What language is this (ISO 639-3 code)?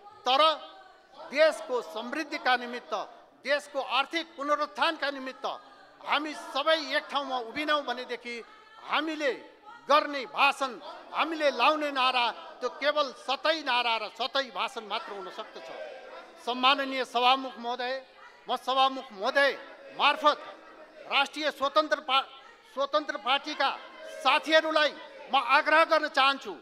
nep